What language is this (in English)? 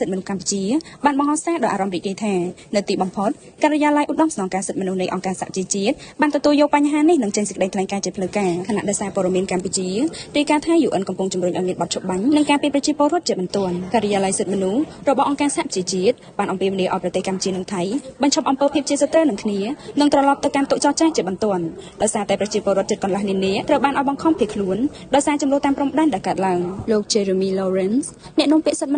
Khmer